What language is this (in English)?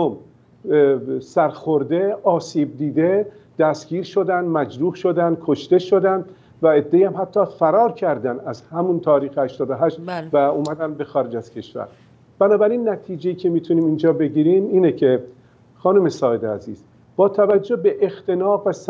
Persian